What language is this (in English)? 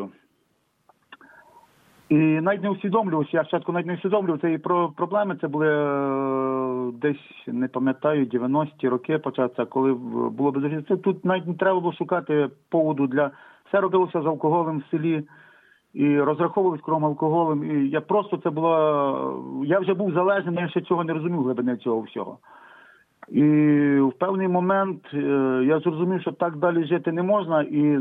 Ukrainian